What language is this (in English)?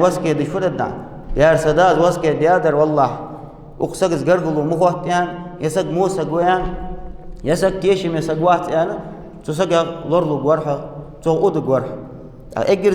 Ingush